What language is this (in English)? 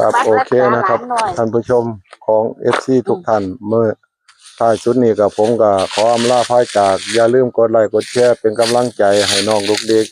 Northeastern Thai